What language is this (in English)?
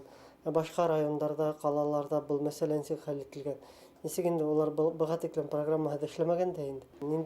Bashkir